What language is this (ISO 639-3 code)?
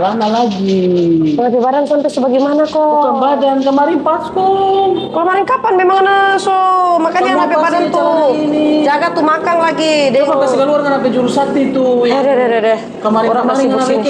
xmm